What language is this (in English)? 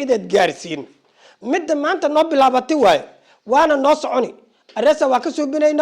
Somali